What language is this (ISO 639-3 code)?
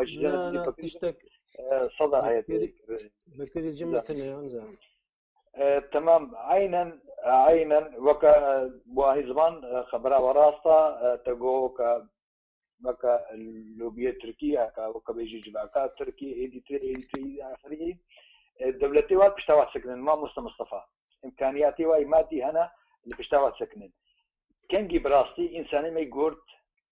kur